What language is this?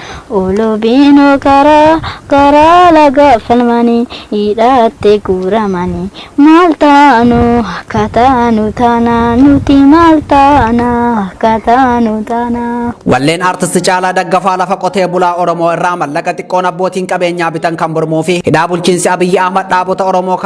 Oromo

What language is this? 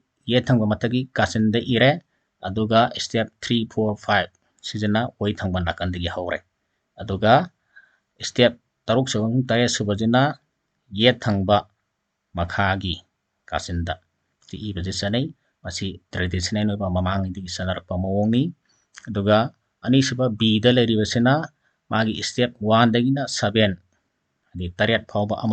Manipuri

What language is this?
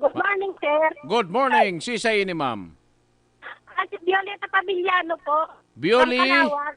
Bikol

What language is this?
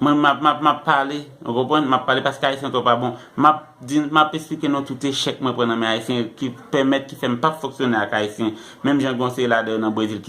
Haitian Creole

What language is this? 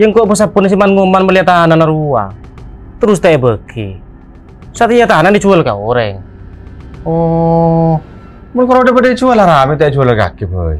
Madurese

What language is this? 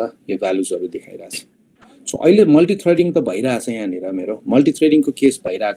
Nepali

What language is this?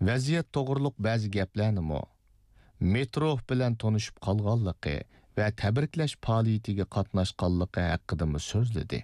Uyghur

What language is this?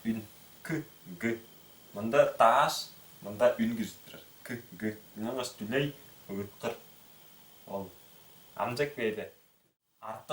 Tuvinian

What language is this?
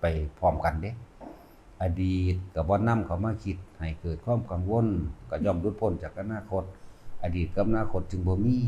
Lao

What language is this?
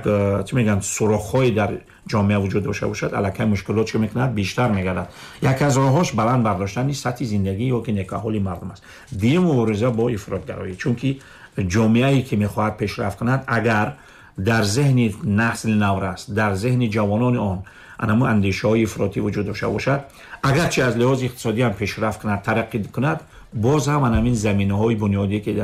Tajik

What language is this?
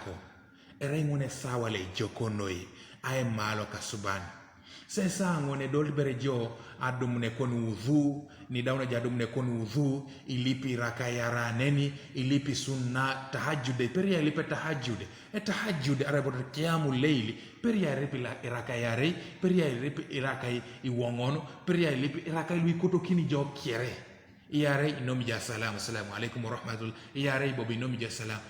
Teso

